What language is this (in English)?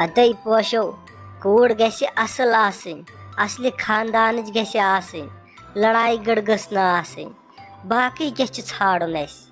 Kashmiri